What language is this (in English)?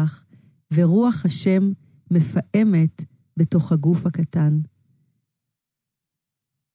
Hebrew